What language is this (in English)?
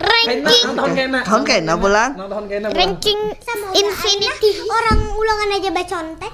Banjar